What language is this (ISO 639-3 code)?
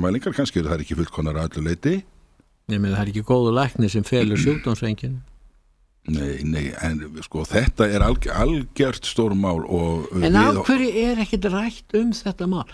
isl